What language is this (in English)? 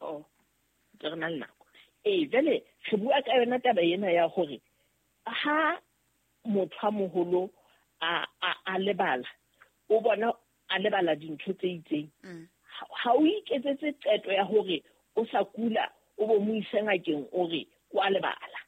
Southern Sotho